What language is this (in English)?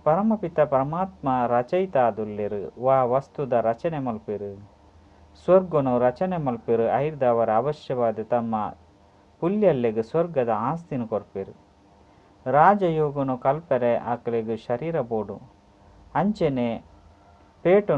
Tulu